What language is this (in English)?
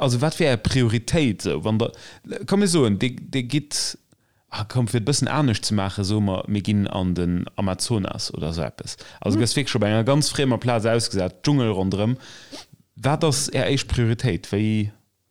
Luxembourgish